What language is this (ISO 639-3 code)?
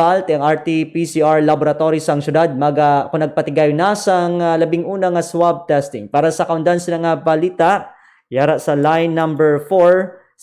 hil